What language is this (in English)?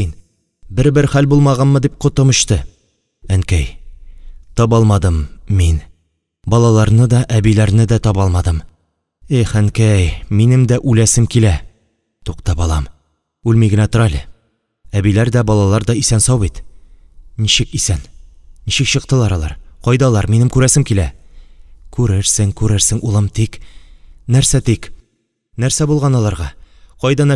Tatar